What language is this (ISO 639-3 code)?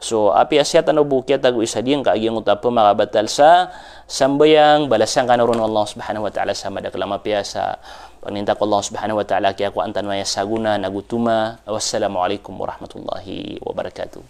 mrw